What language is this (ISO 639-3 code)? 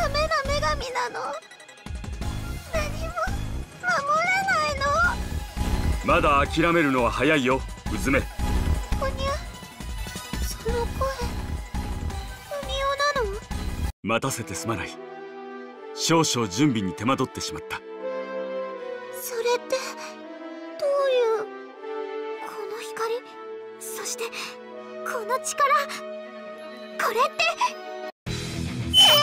jpn